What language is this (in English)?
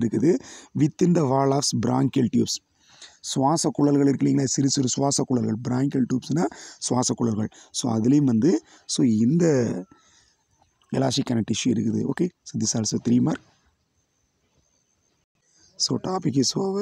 Tamil